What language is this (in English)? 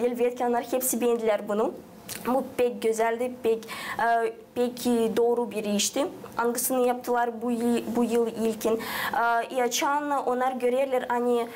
Gagauz